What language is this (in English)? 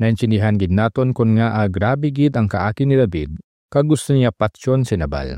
Hiligaynon